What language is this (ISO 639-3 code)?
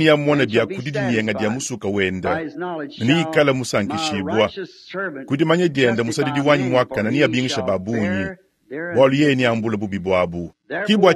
lua